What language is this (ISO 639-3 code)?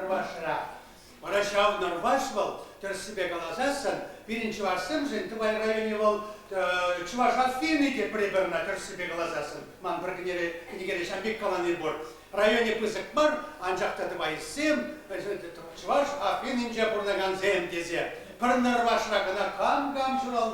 chv